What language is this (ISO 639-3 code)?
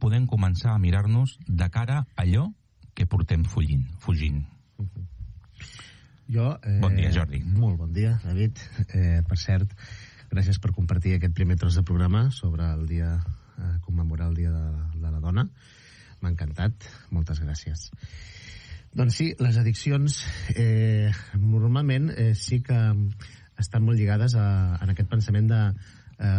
cat